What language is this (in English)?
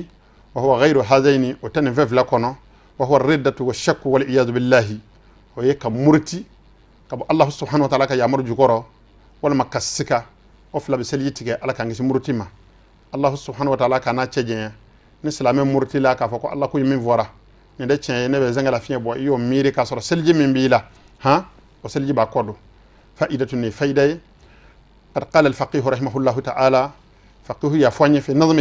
Bambara